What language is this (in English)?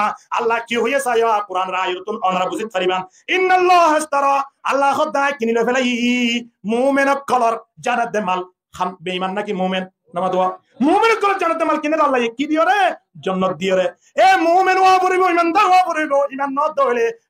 Rohingya